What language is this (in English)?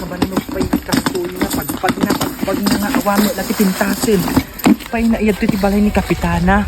Iloko